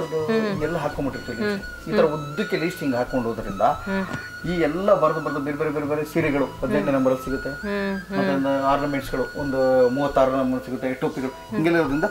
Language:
Kannada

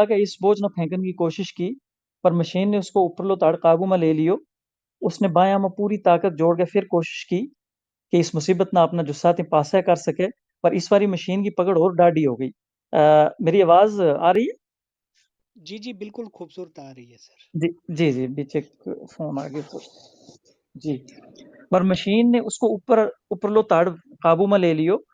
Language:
Gujari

